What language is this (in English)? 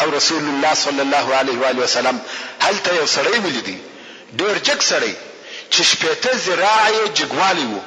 Pashto